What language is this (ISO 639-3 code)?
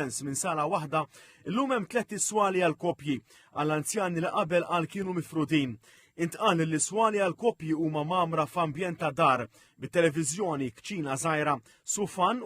mlt